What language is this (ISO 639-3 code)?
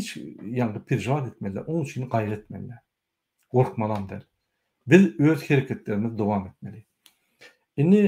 tuk